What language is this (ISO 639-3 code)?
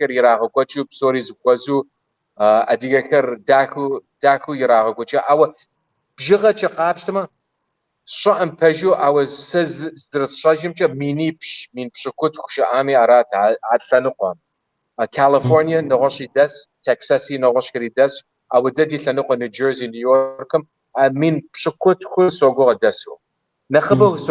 kbd